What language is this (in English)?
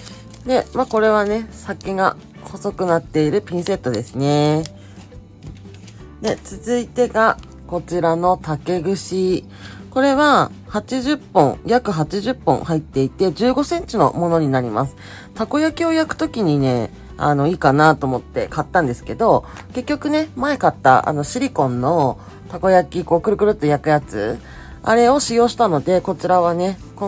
Japanese